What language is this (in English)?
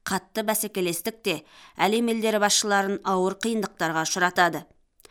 Kazakh